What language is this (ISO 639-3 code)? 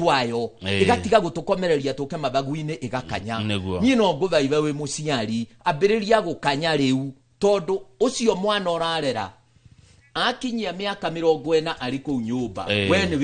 kik